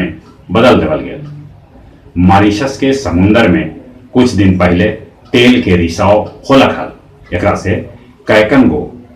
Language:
Magahi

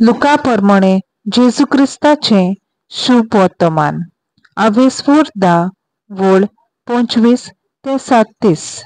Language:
Konkani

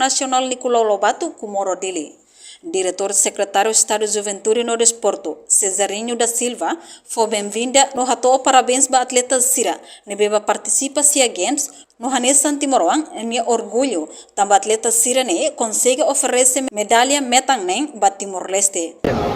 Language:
Tetum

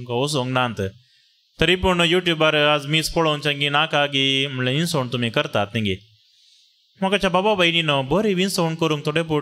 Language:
Konkani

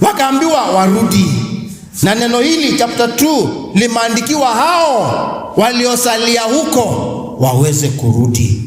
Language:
Kamba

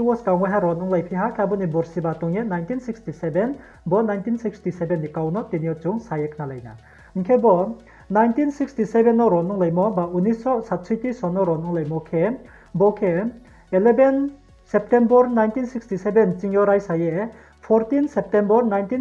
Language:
Riang (India)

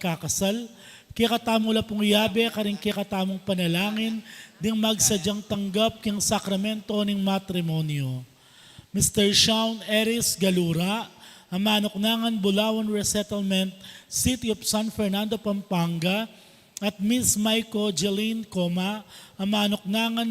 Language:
Pampanga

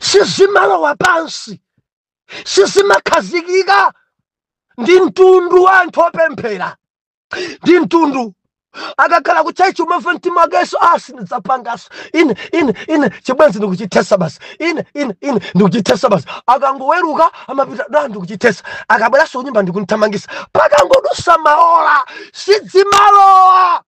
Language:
Nyanja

